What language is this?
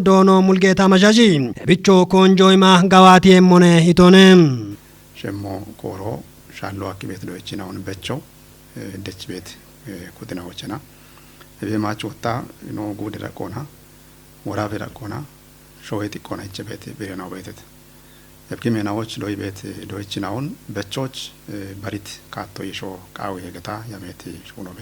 Kafa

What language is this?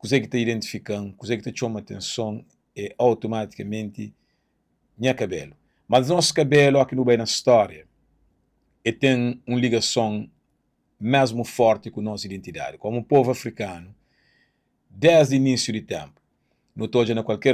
Kabuverdianu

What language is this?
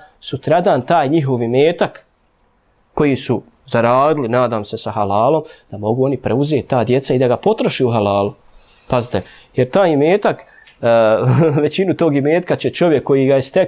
Bosnian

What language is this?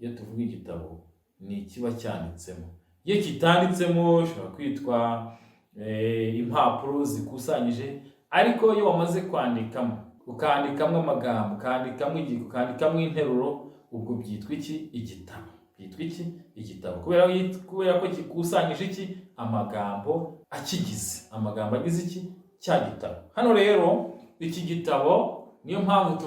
Kinyarwanda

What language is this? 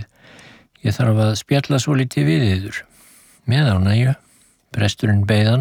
Icelandic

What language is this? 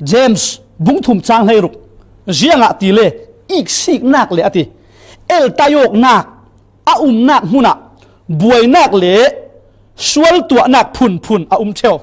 Falam Chin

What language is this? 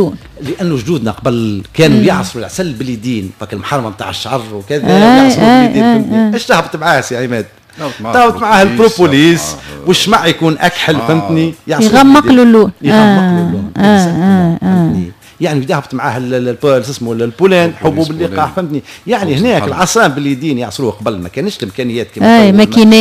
Tunisian Arabic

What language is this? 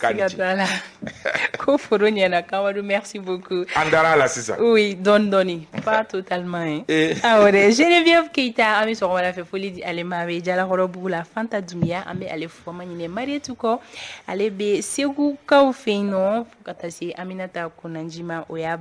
Bambara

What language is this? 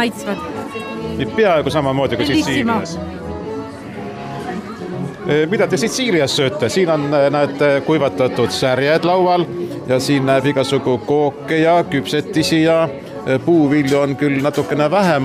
Estonian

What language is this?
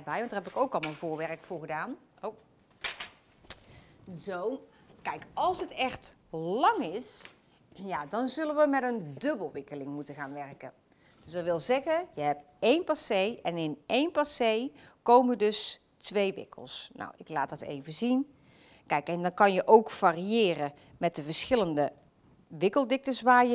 Dutch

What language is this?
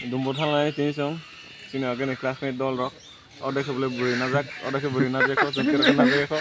Kok Borok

